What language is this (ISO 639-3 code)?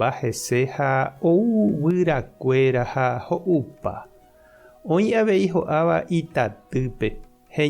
grn